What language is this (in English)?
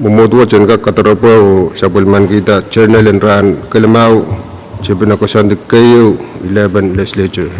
Pohnpeian